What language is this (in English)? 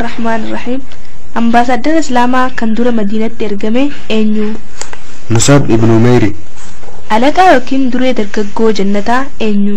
Oromo